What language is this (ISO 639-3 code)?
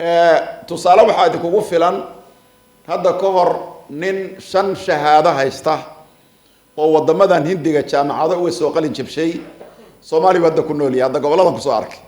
som